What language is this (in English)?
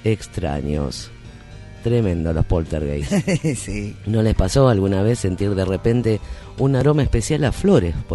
Spanish